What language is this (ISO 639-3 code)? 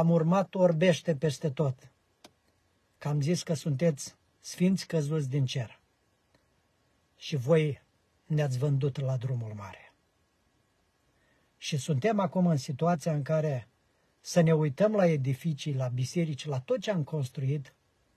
ron